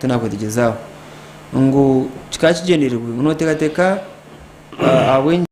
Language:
Nyankole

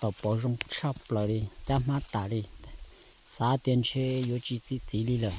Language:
Hmong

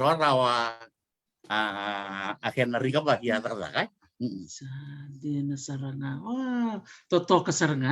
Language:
Fijian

